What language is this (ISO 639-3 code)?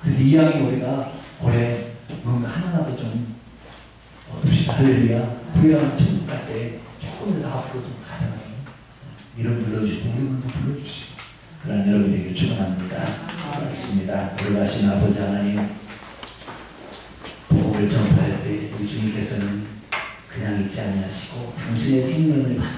kor